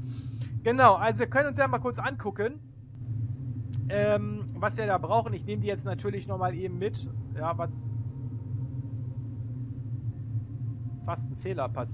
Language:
German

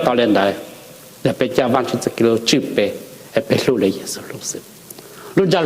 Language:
Hmong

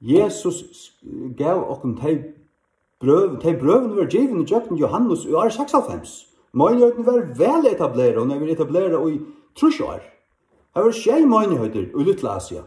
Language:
Faroese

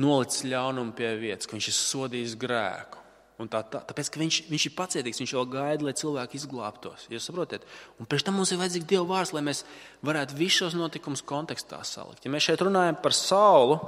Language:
Latvian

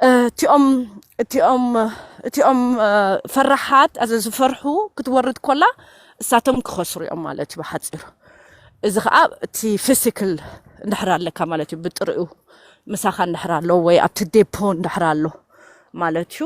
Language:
Tigrinya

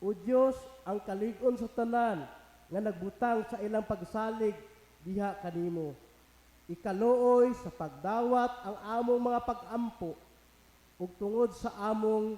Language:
Cebuano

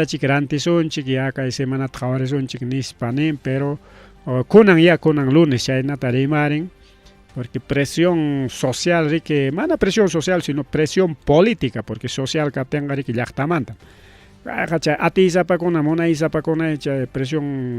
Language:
Ayacucho Quechua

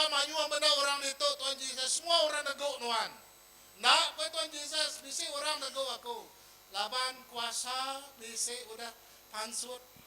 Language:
Iban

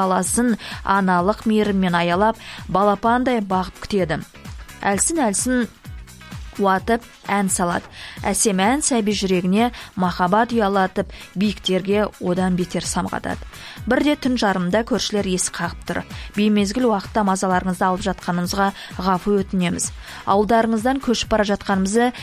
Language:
Kazakh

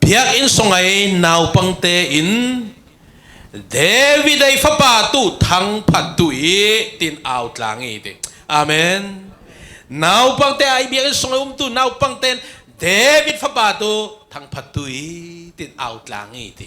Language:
Falam Chin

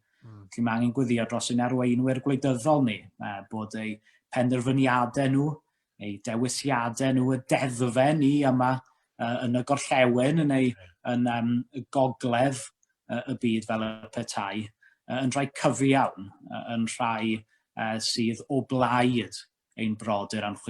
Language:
Welsh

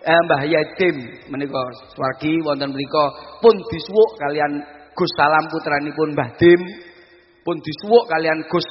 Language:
Javanese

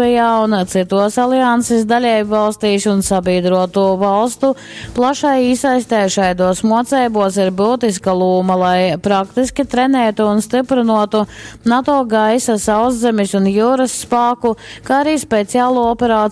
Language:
Latgalian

